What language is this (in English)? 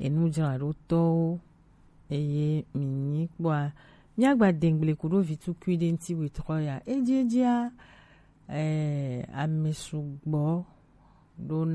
Gen